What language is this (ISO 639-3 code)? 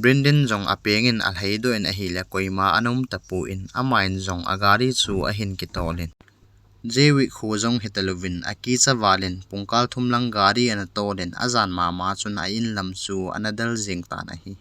tcz